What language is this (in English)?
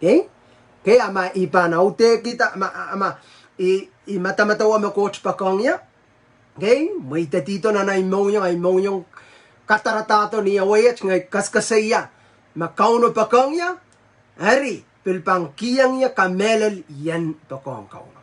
Pohnpeian